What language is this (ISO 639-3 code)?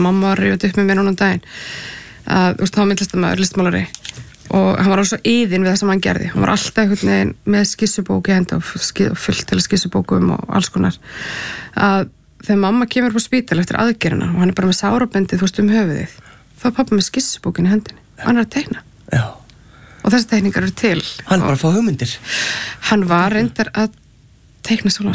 isl